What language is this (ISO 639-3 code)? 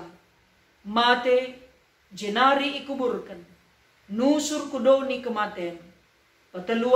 btx